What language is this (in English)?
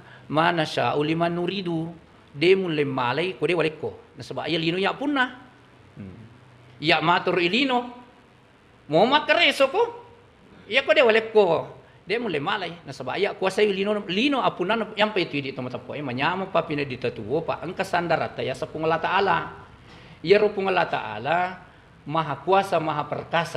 Buginese